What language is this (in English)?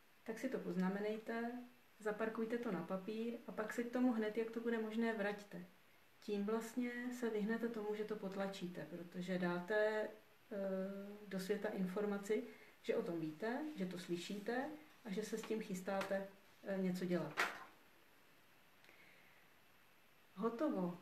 Czech